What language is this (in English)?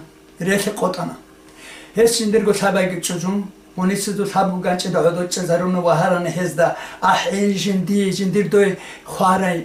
Avaric